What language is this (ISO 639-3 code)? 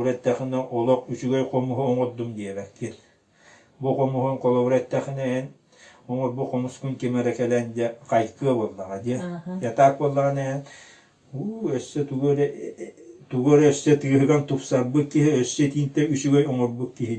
sah